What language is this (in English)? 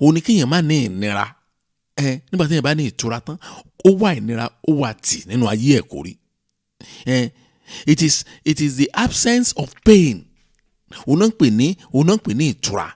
Yoruba